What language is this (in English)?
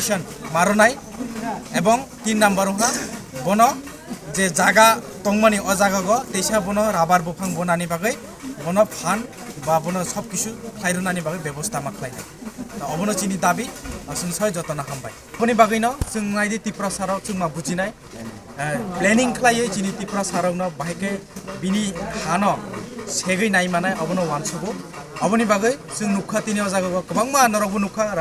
Kok Borok